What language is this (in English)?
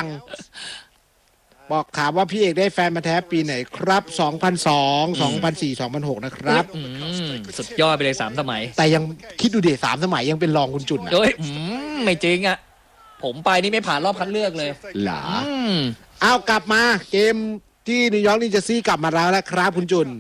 Thai